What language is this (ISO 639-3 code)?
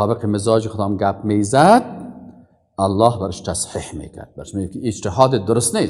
fas